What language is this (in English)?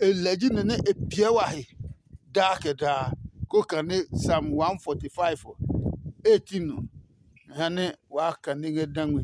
Adangme